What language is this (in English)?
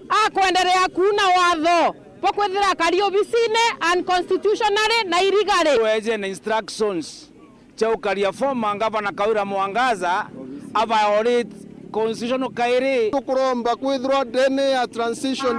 Meru